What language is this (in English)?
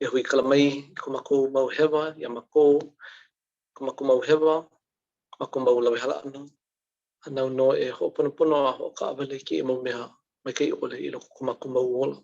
Hawaiian